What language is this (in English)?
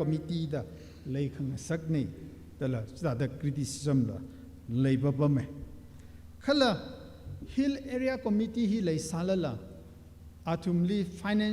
Tangkhul Naga (India)